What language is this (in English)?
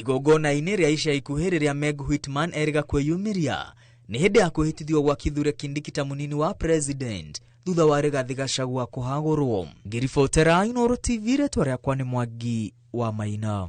Kikuyu